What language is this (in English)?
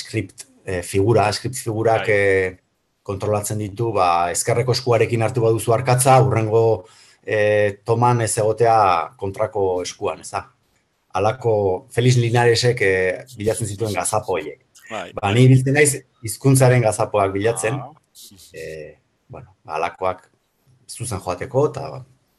Basque